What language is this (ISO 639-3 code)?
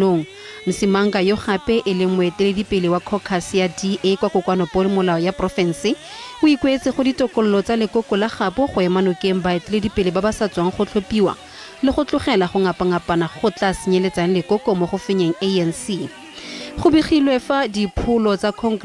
tsn